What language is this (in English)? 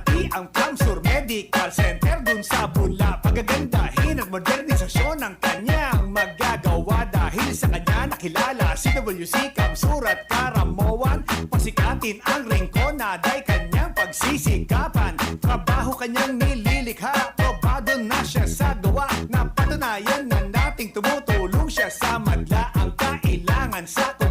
Bikol